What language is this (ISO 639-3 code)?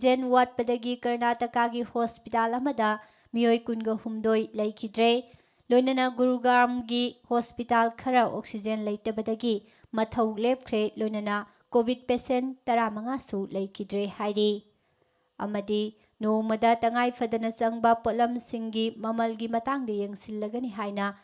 mni